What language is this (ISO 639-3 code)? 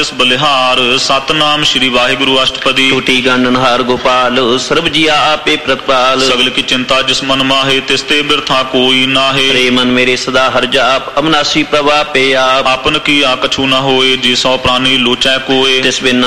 pan